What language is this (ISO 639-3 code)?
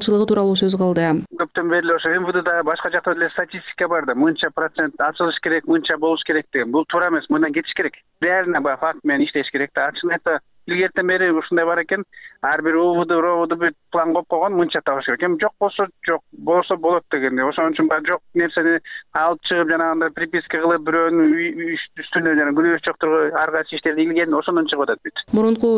kir